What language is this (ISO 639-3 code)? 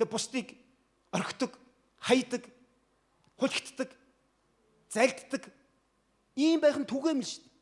mon